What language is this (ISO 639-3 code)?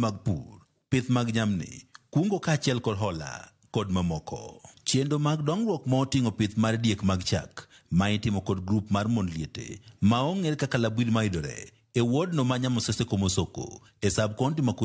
luo